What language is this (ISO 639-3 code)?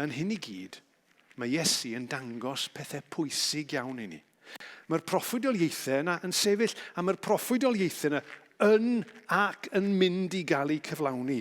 cym